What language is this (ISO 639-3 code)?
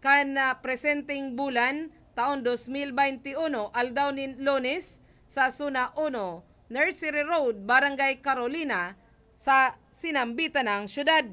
bik